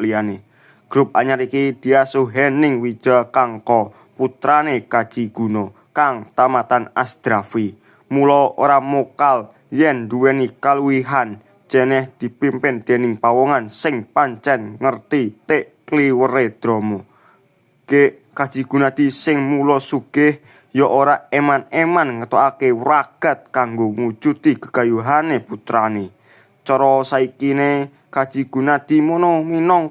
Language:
Javanese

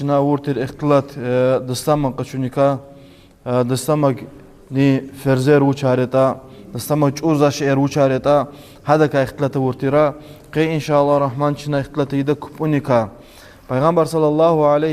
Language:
Lezghian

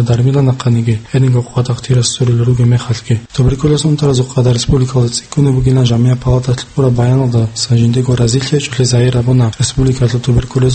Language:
Avaric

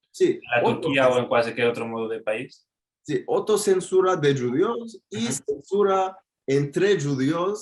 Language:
Ladino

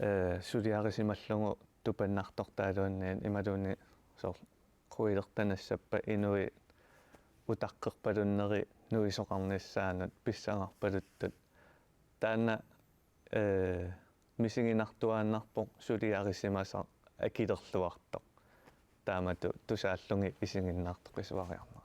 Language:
Kalaallisut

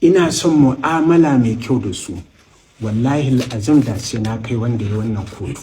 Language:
Hausa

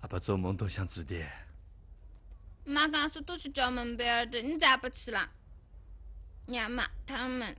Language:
Wu Chinese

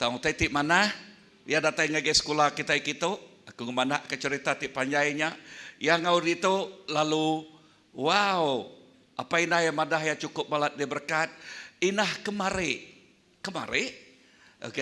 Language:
Iban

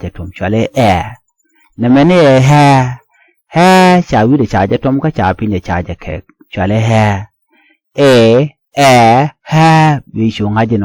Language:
Nuer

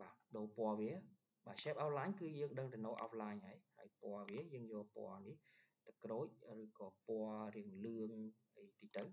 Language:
Khmer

